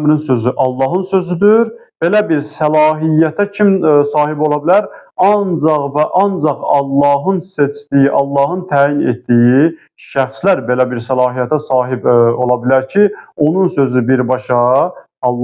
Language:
Azerbaijani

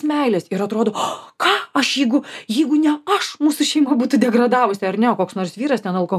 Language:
Lithuanian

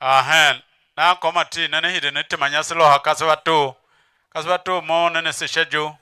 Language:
Tiv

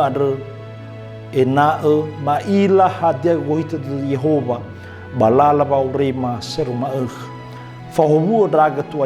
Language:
Nias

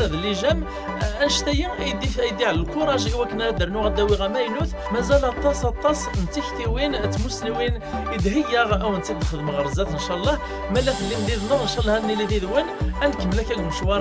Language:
Kabyle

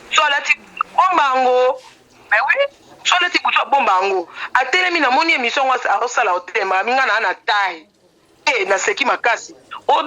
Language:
Lingala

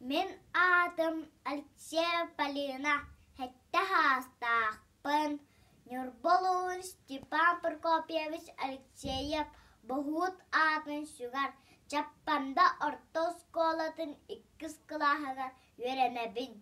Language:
Yakut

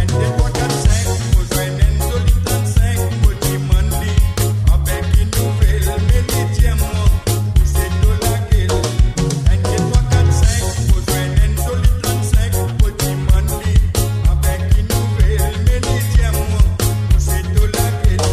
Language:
Morisyen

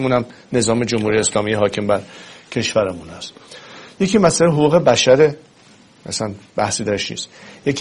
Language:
Persian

